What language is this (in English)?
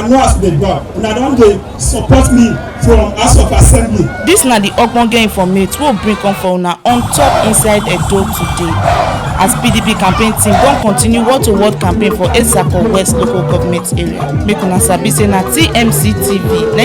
Nigerian Pidgin